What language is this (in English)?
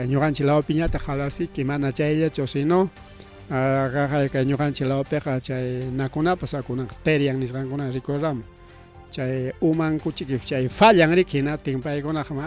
Ayacucho Quechua